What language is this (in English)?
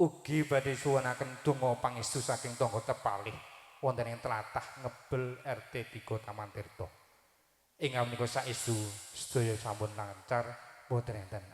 Javanese